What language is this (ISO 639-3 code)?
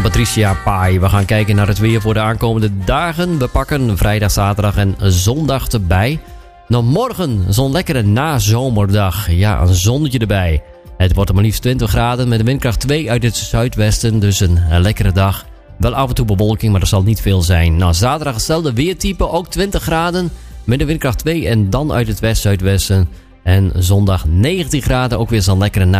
nld